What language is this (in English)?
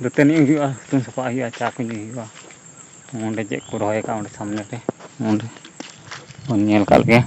Santali